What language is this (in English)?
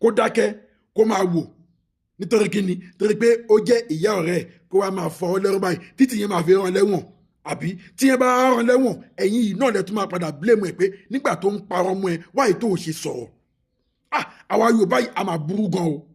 Yoruba